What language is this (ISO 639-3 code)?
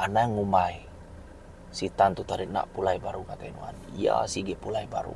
iba